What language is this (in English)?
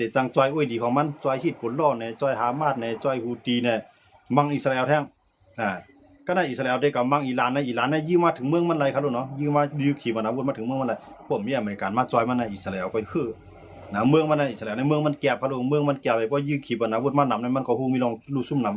Shan